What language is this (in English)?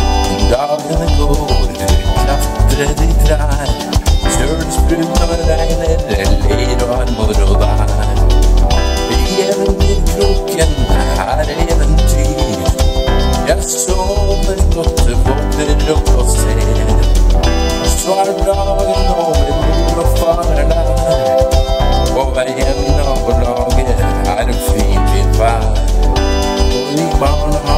Norwegian